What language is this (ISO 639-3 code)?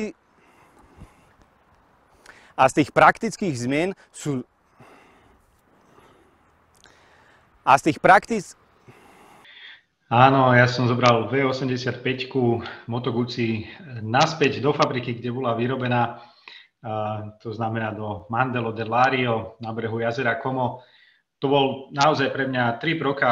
slk